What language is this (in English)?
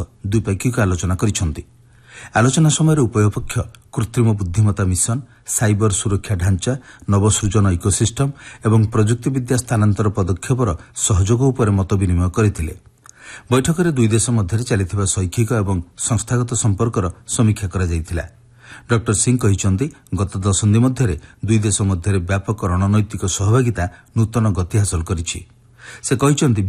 Odia